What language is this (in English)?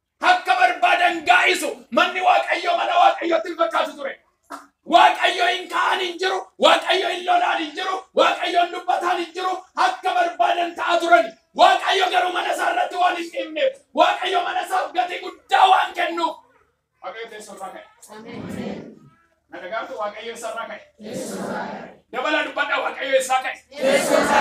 Oromo